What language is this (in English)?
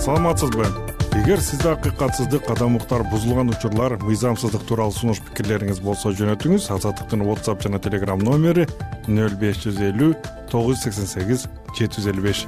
Kyrgyz